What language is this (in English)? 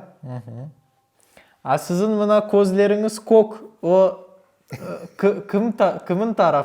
Crimean Tatar